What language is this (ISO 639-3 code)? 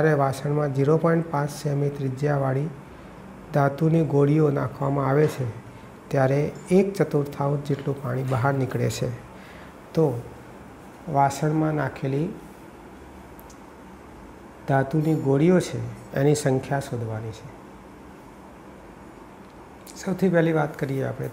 guj